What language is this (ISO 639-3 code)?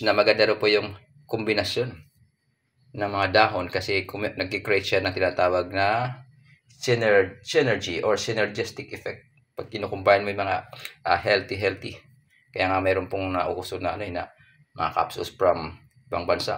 fil